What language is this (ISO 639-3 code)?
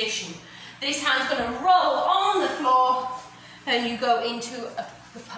eng